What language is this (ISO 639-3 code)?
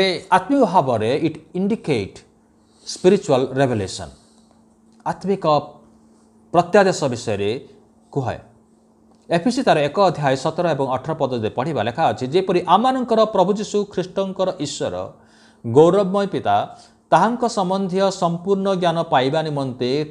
ori